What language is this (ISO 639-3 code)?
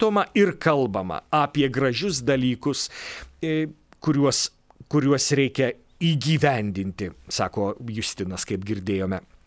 lit